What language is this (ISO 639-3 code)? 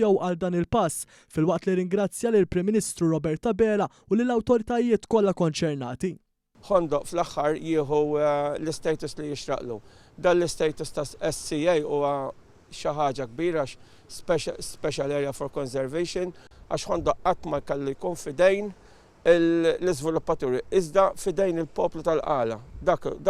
mlt